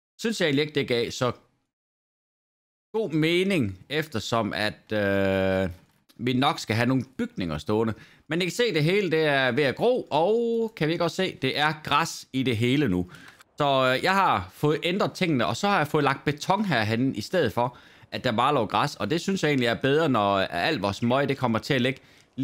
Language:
Danish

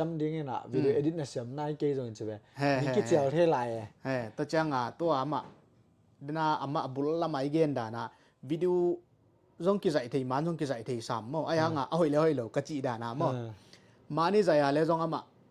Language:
Tedim Chin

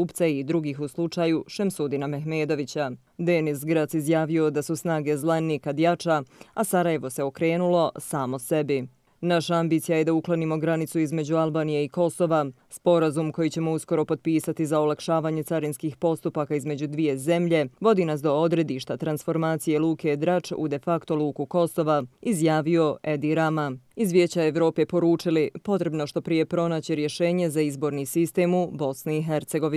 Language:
Bosnian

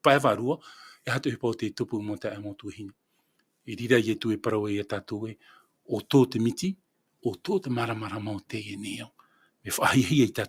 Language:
Tahitian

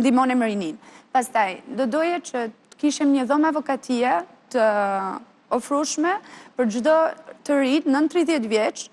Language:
Albanian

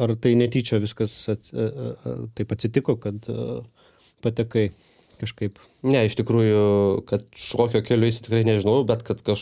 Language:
Lithuanian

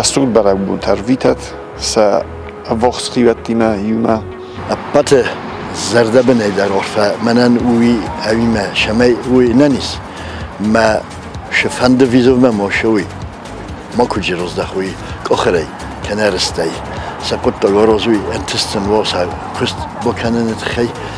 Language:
Ossetic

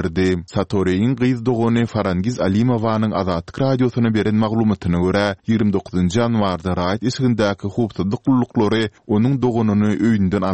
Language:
Turkmen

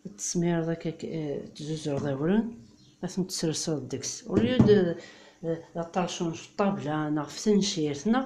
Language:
Kabyle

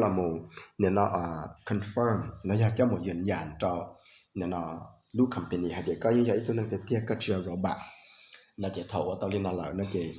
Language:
Hmong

